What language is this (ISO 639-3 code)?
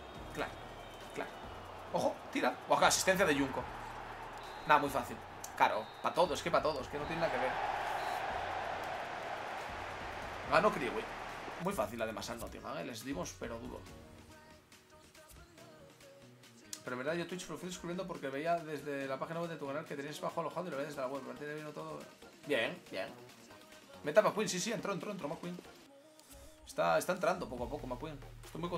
spa